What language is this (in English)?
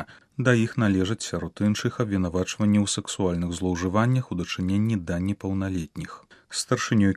Belarusian